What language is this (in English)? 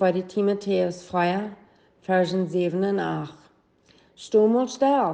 Plautdietsch